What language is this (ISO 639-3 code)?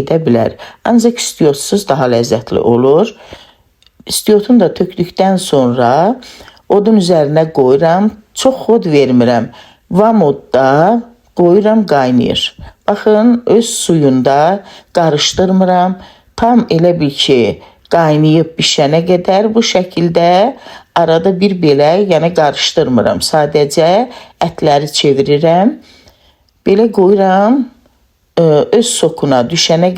aze